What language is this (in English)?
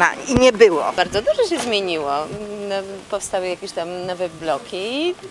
Polish